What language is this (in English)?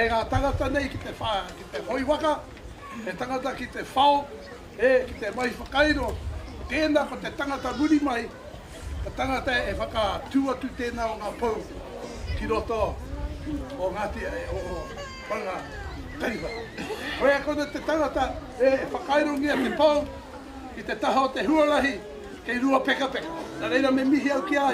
Māori